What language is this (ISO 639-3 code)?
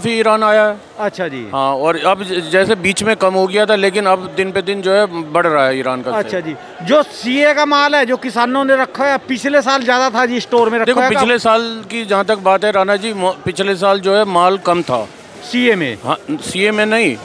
hin